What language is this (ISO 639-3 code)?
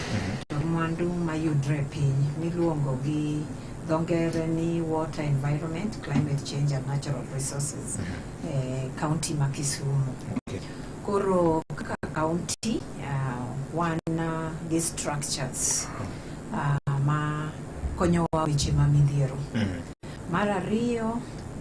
luo